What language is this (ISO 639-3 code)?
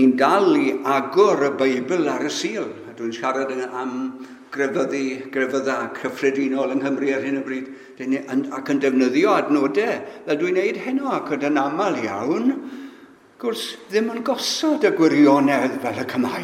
cym